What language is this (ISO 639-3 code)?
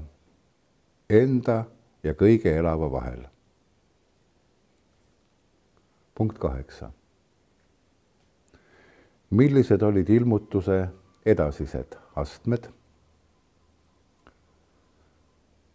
est